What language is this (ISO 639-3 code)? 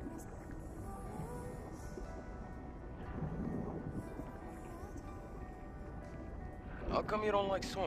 hun